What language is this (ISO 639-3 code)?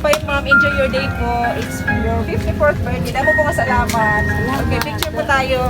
war